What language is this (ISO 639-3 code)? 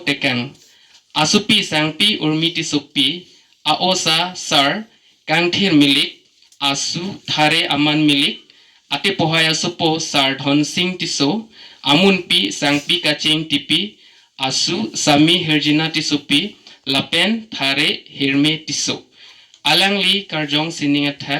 mjw